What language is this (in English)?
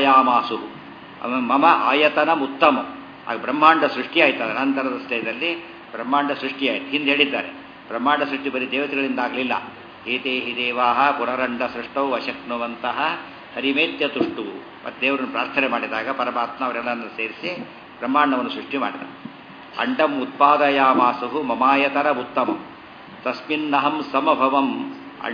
Kannada